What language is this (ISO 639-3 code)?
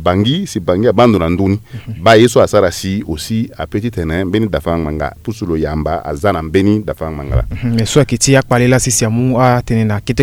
sag